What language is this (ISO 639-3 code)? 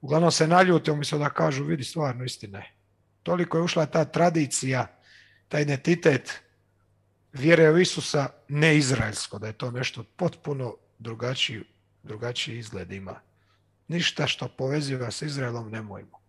hrv